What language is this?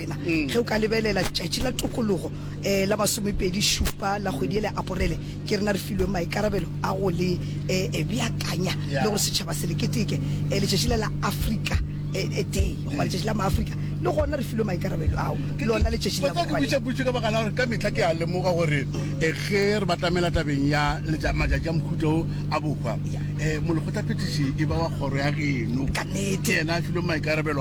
Northern Sotho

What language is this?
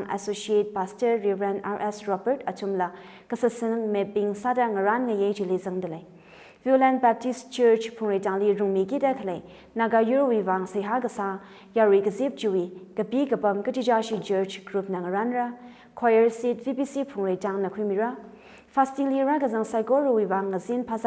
Tangkhul Naga (India)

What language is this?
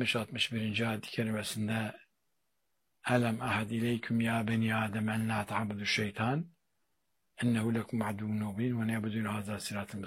Turkish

